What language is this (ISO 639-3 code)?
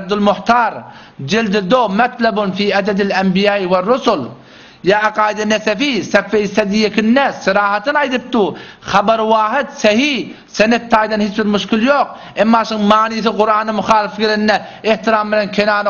tuk